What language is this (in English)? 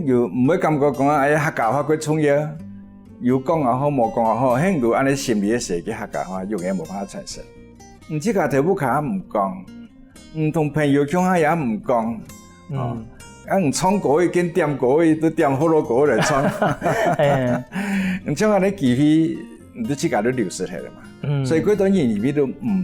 Hakka Chinese